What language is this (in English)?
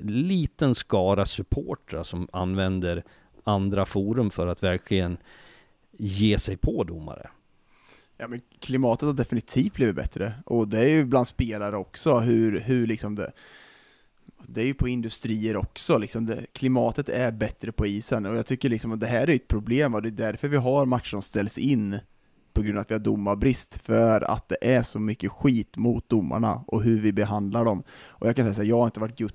Swedish